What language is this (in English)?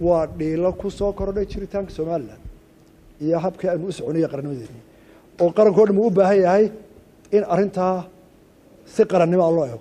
Somali